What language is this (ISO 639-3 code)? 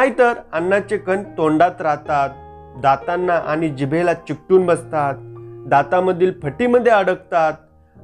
mar